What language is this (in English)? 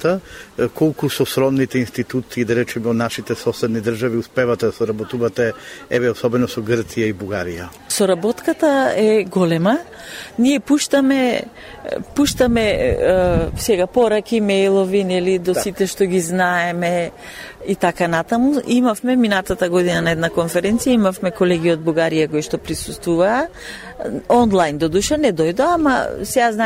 Macedonian